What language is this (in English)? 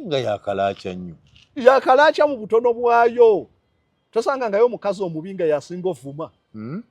Ganda